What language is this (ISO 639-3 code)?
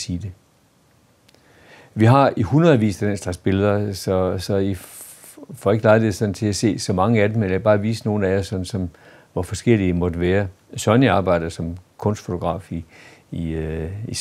dan